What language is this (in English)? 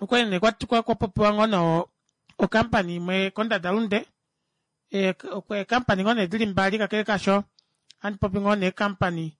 Kuanyama